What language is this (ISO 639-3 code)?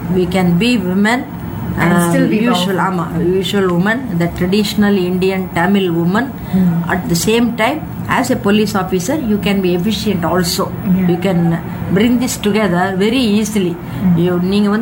tam